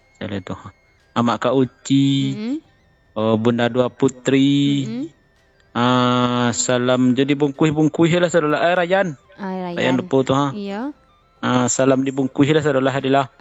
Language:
Minangkabau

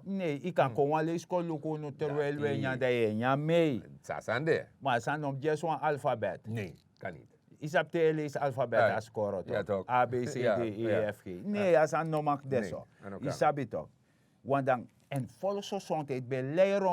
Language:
Sranan Tongo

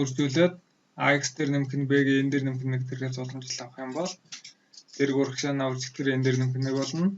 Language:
Mongolian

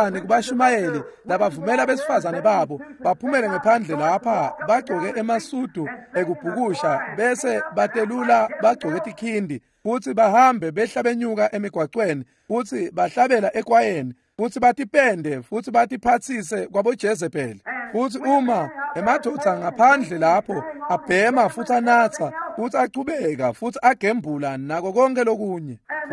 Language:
Swati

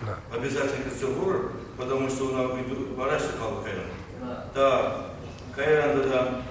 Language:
Chuvash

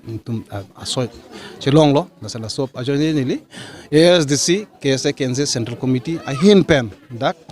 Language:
Karbi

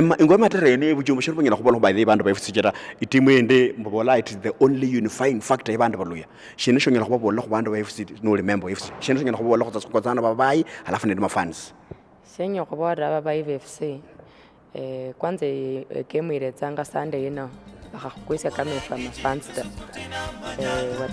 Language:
Luyia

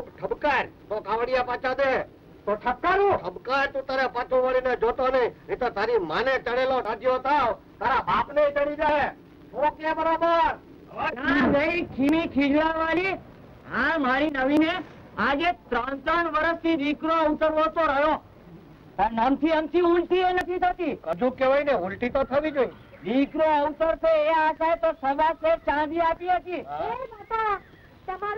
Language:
Gujarati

